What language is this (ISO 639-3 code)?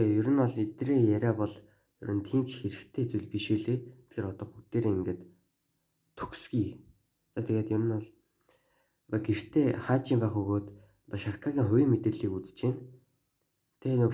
mon